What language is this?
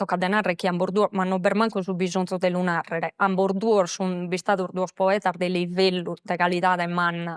Sardinian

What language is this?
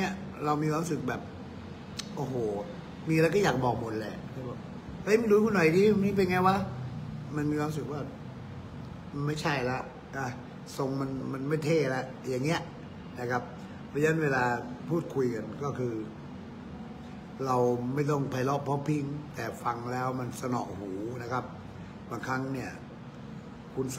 Thai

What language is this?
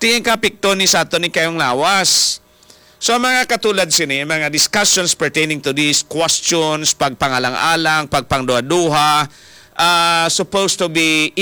Hiligaynon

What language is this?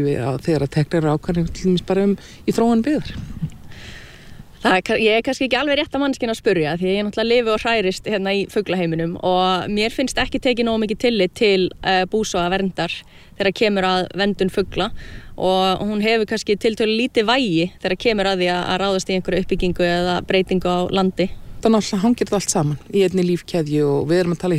Icelandic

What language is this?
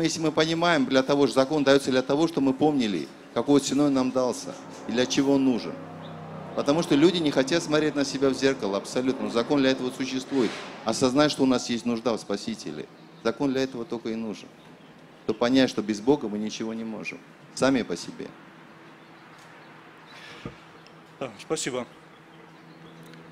Russian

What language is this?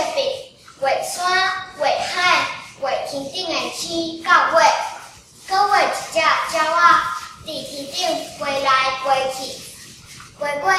Min Nan Chinese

